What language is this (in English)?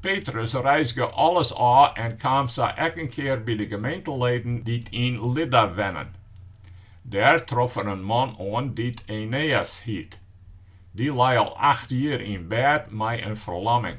Western Frisian